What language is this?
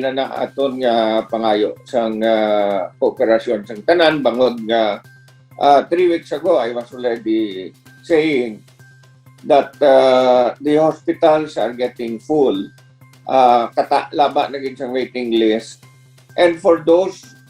Hiligaynon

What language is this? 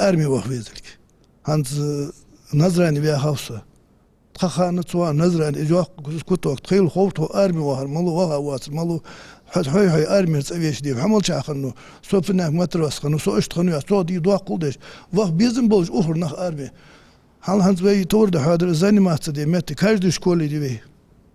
Ingush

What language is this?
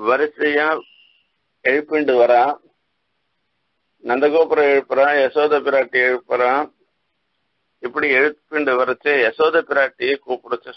Tamil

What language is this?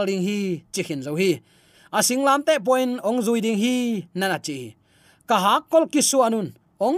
Tedim Chin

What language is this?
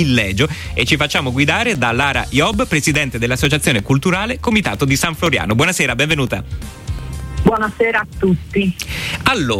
Italian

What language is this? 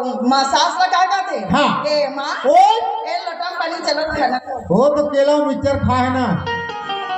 Chhattisgarhi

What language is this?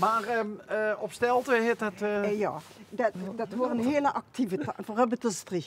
Limburgish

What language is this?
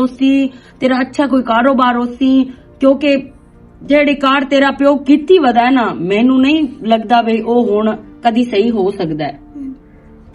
Western Panjabi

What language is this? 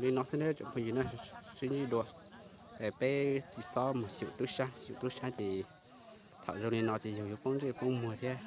Hmong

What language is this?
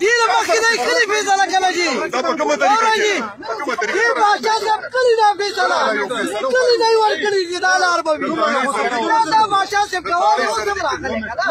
Pashto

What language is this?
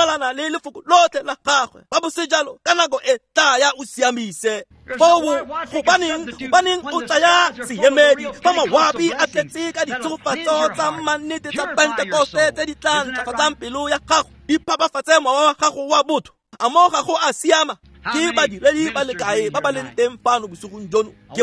Tswana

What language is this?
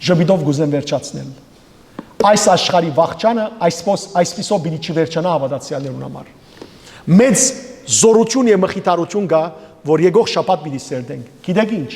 Western Armenian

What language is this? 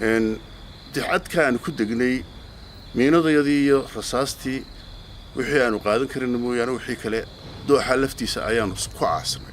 Somali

